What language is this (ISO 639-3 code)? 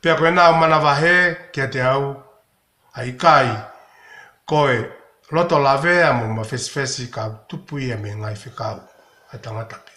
ton